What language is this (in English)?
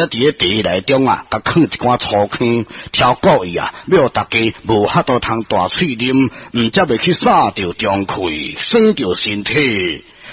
Min Nan Chinese